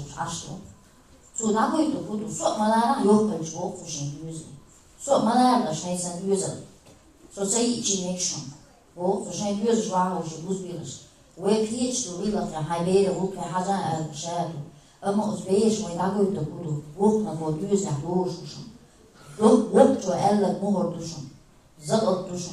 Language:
Chechen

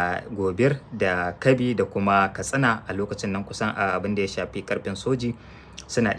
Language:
Hausa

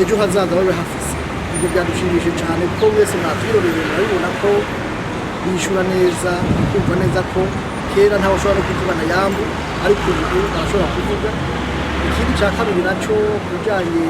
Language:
Rundi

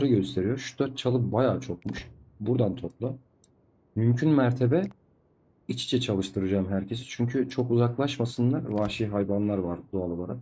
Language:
Turkish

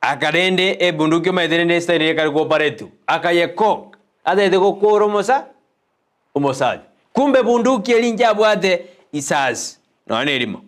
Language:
Gusii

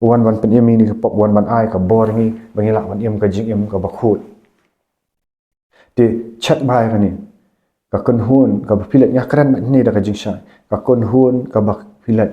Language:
Khasi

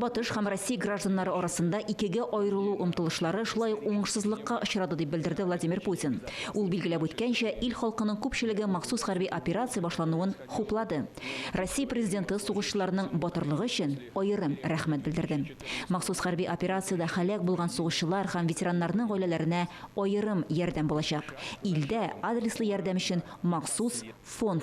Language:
Tatar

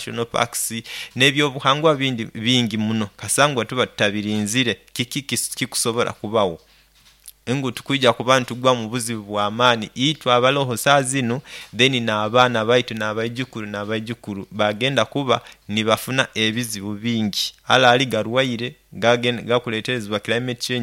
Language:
Nyoro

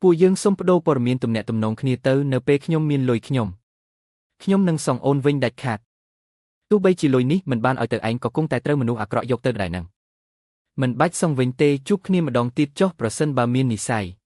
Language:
Khmer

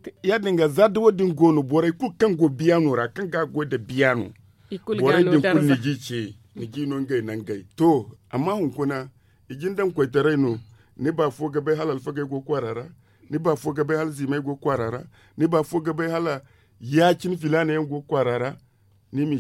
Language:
Zarma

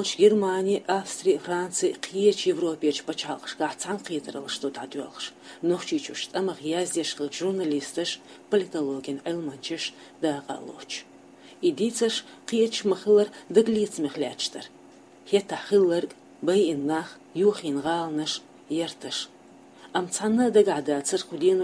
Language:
Chechen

